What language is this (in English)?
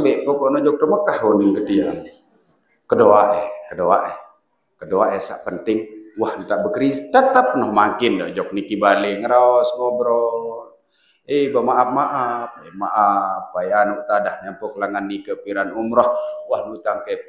Sasak